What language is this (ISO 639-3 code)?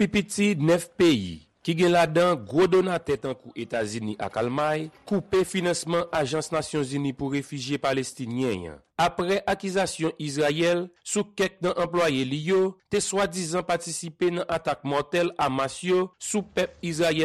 hat